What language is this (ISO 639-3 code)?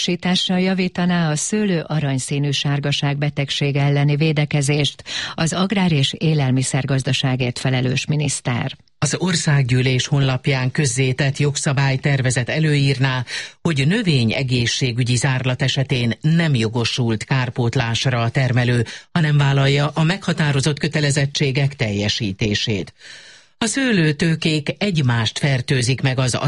hun